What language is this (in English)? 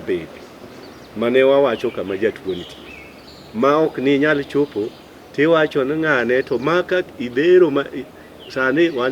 Luo (Kenya and Tanzania)